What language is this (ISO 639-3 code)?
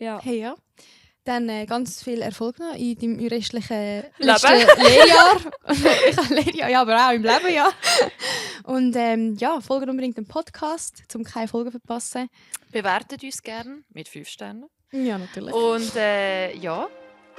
gsw